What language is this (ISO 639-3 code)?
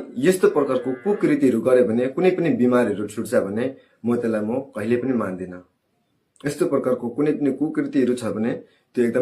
nep